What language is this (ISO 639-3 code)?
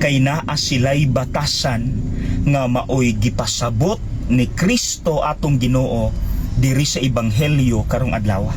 ceb